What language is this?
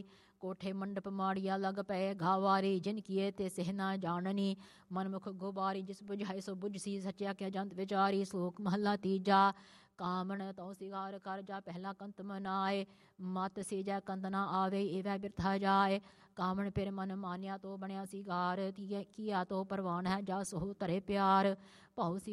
Punjabi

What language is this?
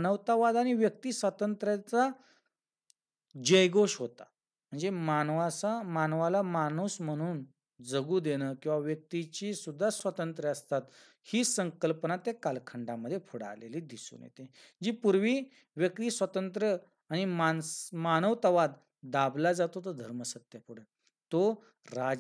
Marathi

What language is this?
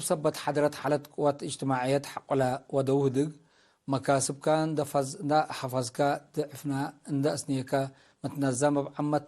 Tigre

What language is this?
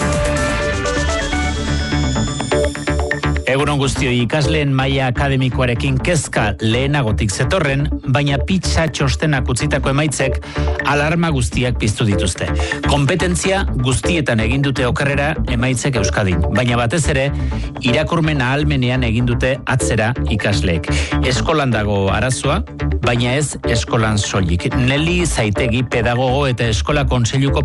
Basque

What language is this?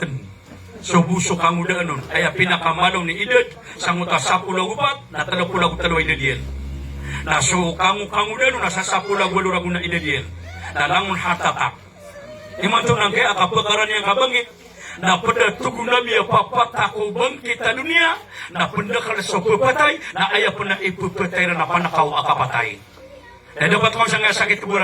Maranao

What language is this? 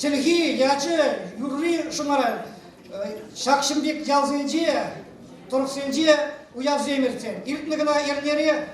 Chuvash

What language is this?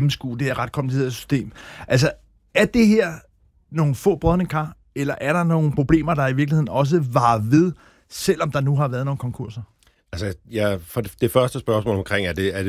Danish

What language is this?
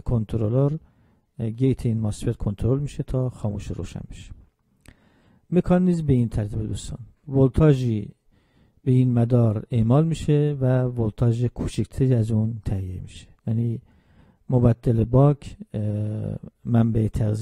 Persian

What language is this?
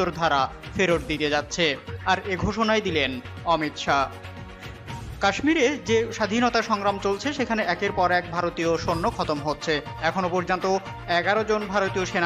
Bangla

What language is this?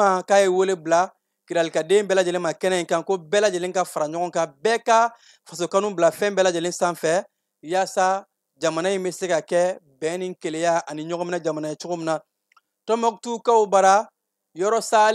Bambara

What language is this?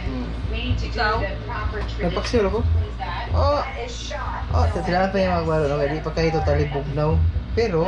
Cebuano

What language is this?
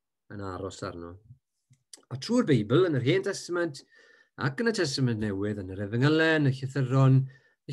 Welsh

